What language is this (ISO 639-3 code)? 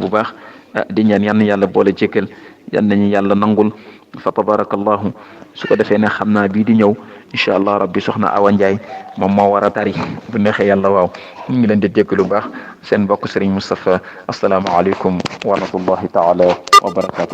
wol